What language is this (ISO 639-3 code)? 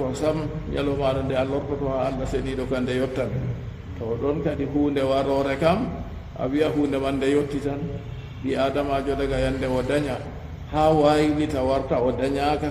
ful